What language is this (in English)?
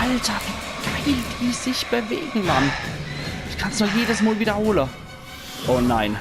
Palatine German